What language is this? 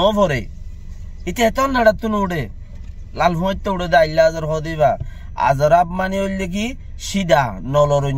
Rohingya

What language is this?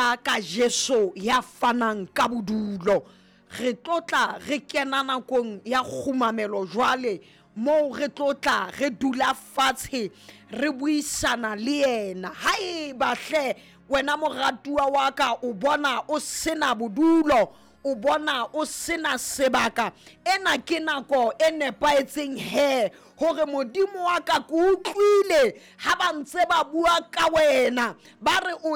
Southern Sotho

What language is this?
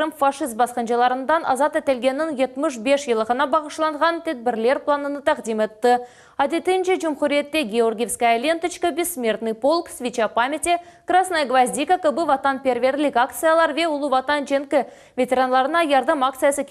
Crimean Tatar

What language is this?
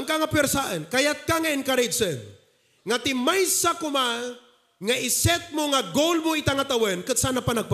Iloko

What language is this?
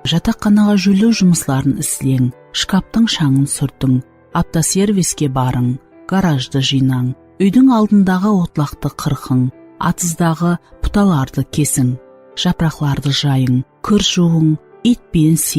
Kara-Kalpak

